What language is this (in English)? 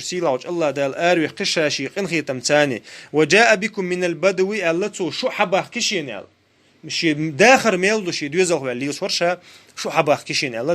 Chechen